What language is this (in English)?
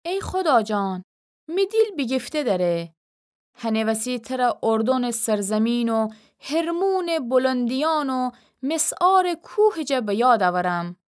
Gilaki